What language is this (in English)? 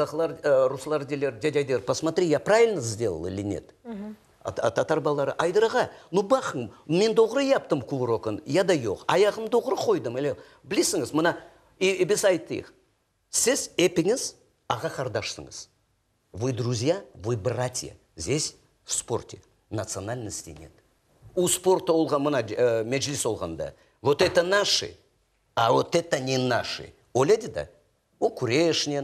Crimean Tatar